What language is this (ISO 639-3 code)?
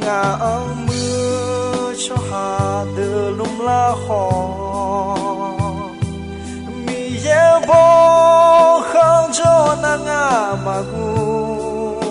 ahk